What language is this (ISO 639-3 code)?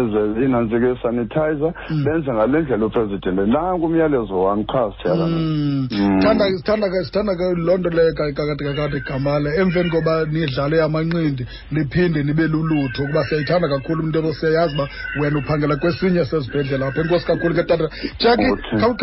xho